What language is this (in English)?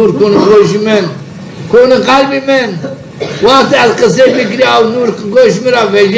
Zaza